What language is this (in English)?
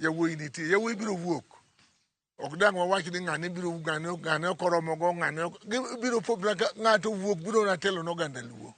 Luo (Kenya and Tanzania)